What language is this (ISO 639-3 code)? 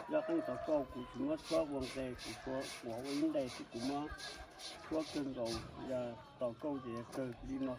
hmn